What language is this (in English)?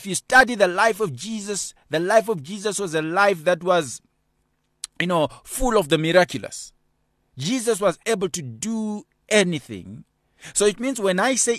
English